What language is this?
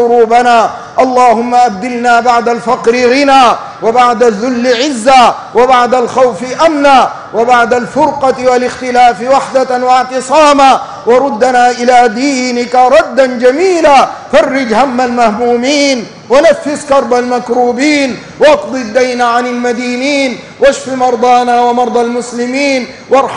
Arabic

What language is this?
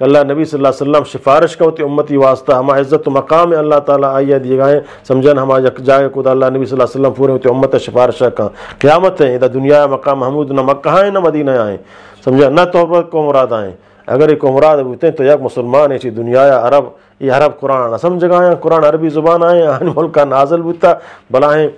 Eastern Balochi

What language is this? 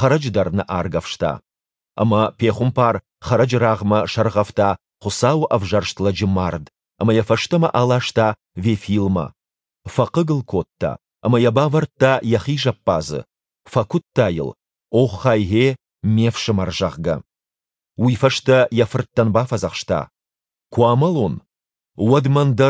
Ossetic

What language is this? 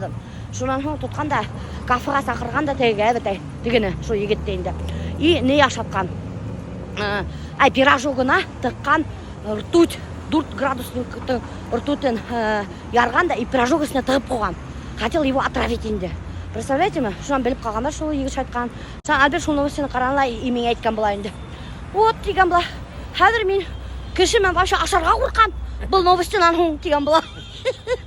Bashkir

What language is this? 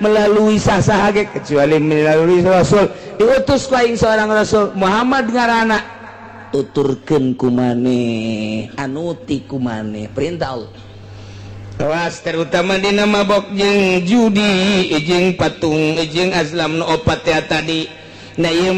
Sundanese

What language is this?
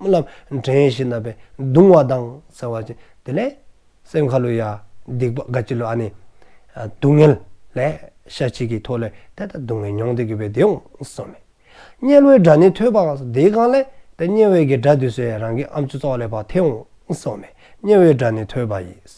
Dzongkha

